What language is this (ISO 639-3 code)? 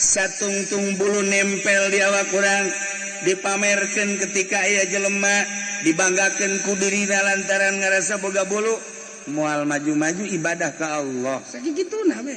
sun